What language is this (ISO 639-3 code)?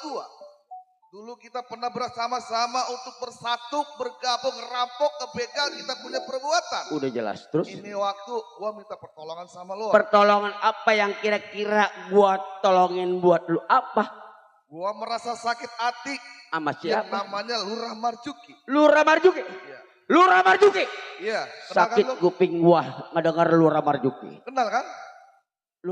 bew